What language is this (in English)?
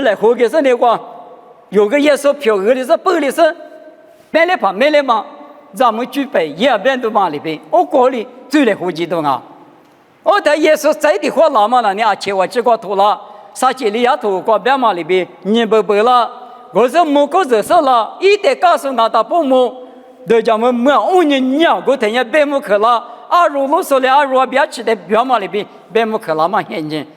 Lisu